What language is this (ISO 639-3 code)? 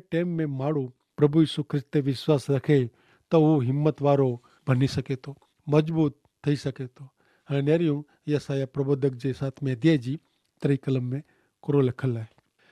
kfr